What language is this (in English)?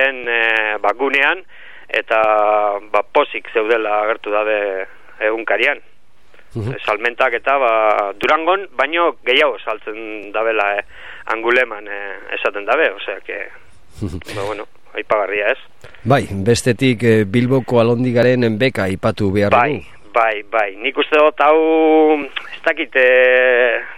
Basque